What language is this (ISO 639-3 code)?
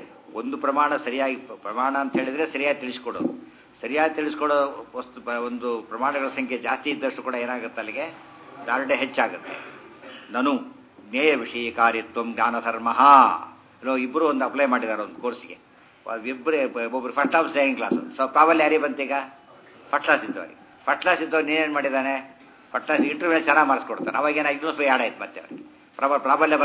kan